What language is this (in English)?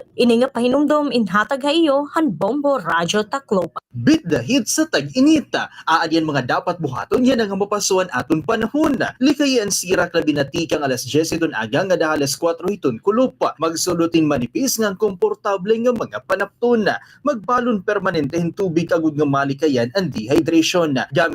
Waray